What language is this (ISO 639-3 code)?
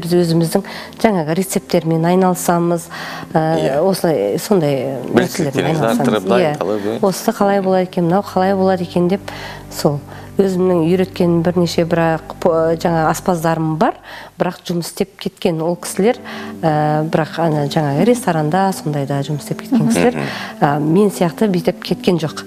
kaz